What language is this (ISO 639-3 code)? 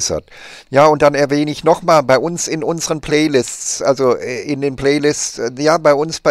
deu